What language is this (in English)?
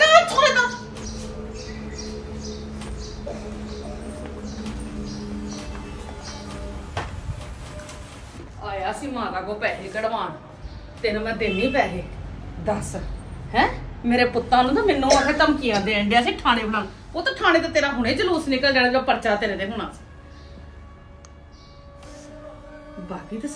Punjabi